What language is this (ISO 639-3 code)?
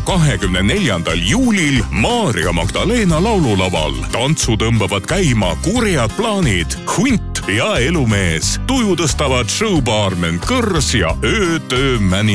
est